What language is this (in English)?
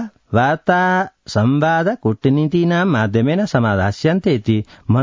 Sanskrit